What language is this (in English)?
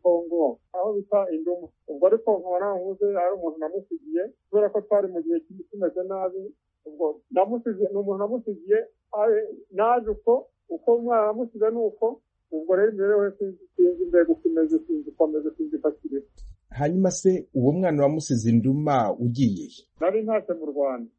Kinyarwanda